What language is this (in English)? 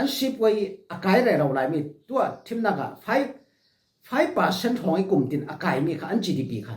Falam Chin